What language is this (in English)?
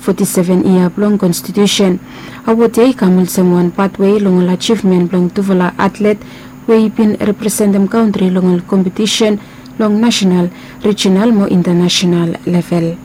Bislama